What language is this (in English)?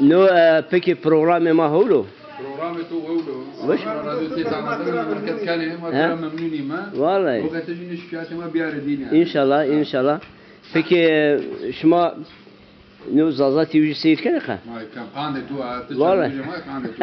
Zaza